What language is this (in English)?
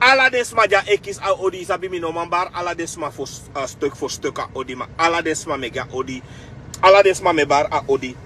Sranan Tongo